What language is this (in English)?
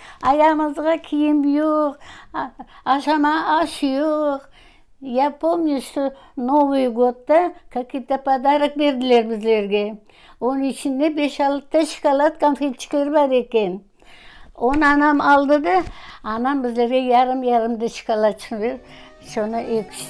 Crimean Tatar